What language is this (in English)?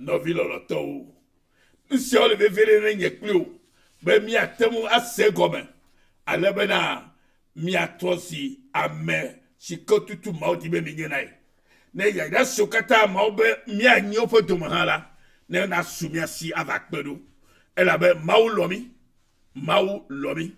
Ewe